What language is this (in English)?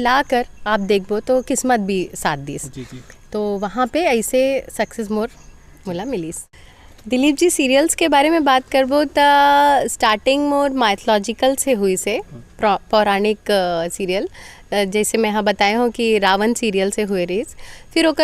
Chhattisgarhi